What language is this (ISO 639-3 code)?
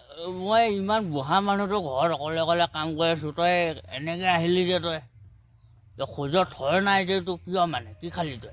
asm